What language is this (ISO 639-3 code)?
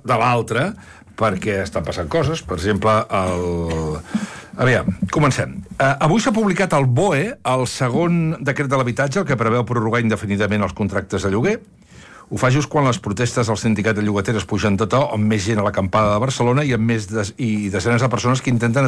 cat